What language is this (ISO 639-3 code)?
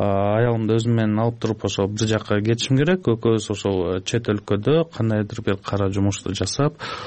kir